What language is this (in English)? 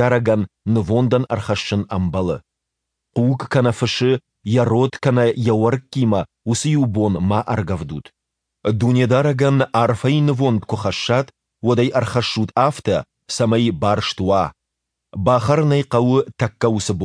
Ossetic